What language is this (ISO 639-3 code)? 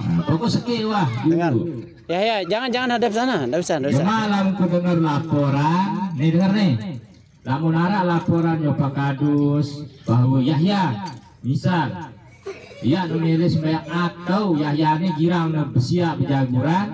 sas